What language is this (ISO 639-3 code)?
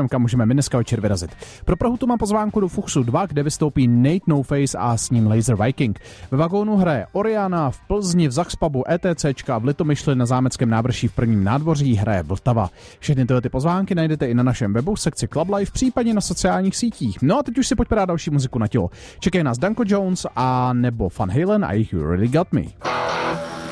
ces